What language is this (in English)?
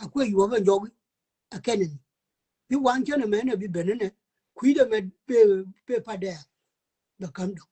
Nuer